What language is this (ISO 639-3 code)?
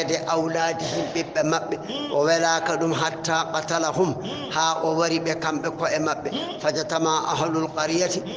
ful